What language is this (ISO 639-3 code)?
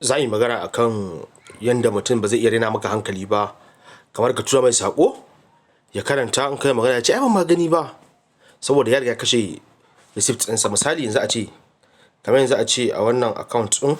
hau